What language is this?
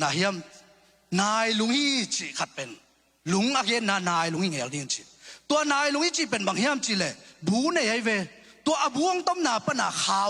Tedim Chin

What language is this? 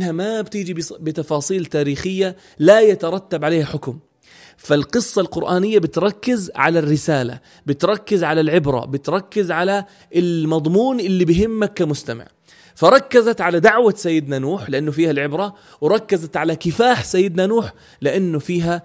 North Levantine Arabic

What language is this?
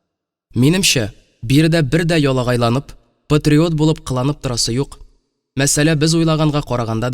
Tatar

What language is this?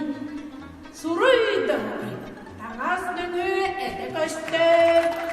Yakut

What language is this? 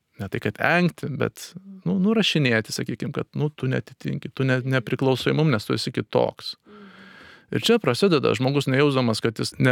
Lithuanian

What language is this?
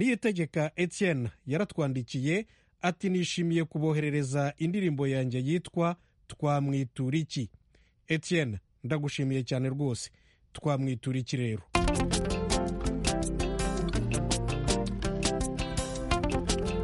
Kinyarwanda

